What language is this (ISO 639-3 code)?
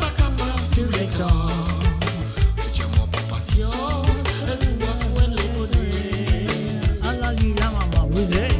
mfe